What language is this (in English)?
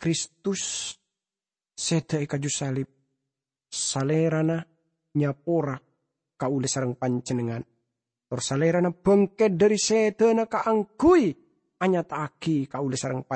Madurese